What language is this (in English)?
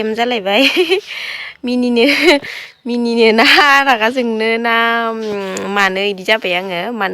Bodo